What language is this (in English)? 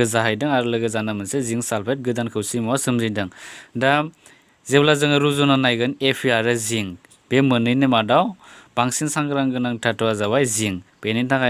Bodo